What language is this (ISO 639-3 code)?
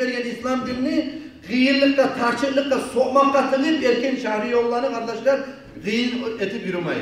kum